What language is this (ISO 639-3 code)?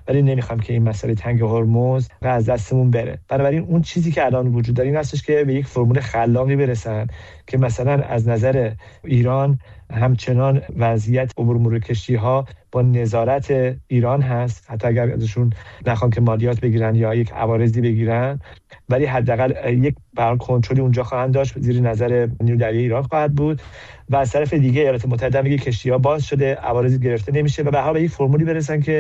fas